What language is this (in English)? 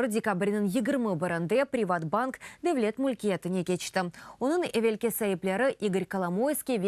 Crimean Tatar